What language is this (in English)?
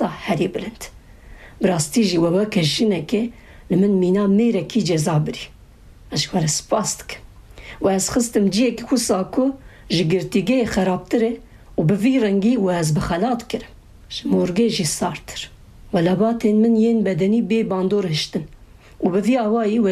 Kurdish